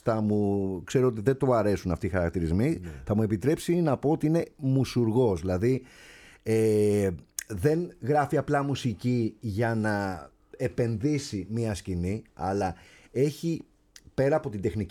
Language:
Greek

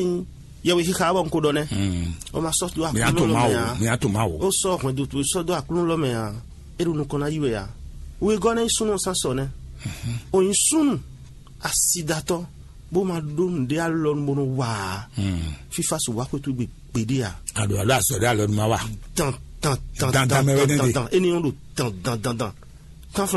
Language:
Fon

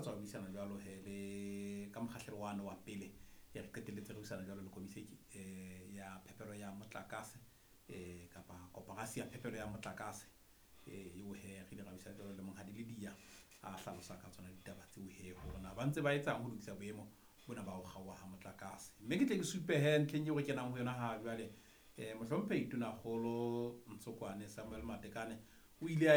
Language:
Southern Sotho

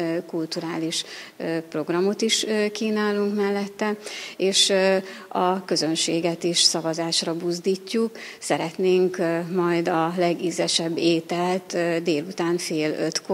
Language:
Hungarian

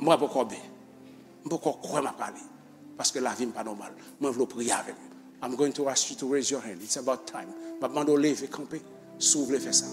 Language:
Haitian Creole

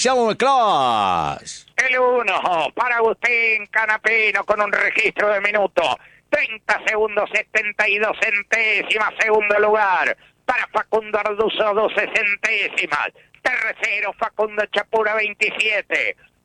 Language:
Spanish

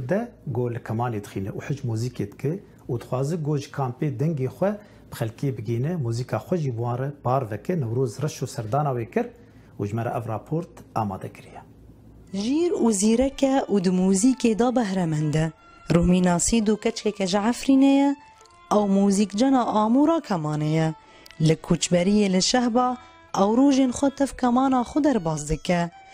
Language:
Kurdish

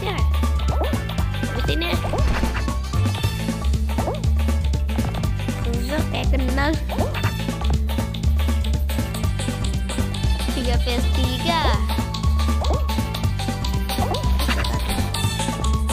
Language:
Indonesian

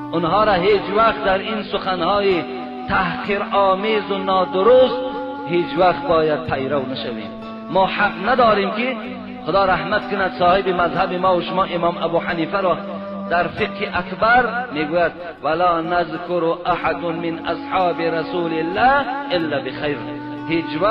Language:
Tajik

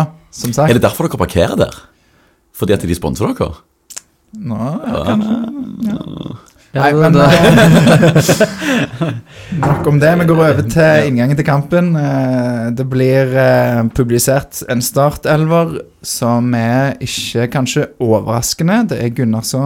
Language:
Norwegian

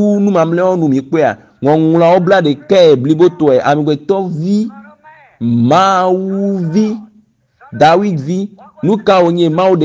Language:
Ewe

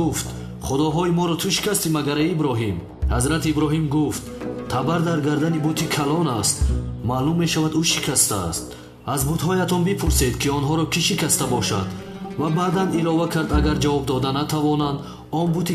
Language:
Tajik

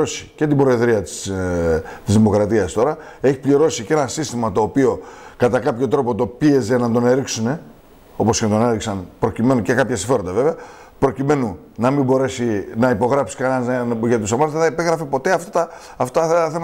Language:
Greek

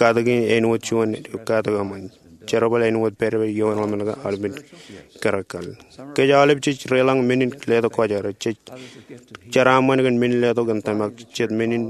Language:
Marshallese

